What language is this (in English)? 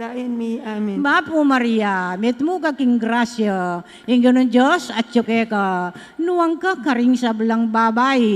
Pampanga